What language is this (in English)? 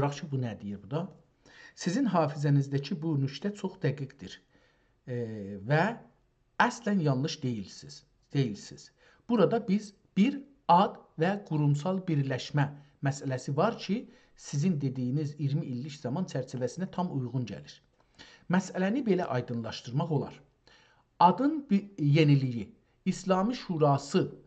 South Azerbaijani